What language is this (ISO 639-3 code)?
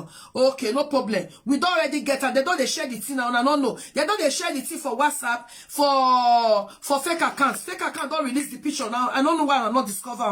pcm